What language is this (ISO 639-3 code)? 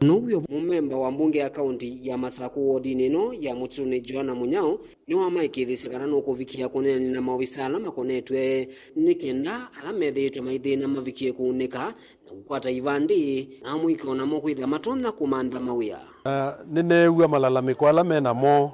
kam